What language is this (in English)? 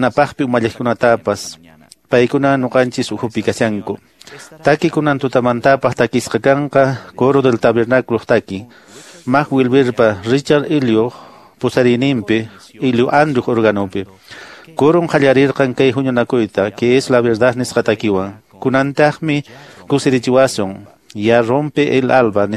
Quechua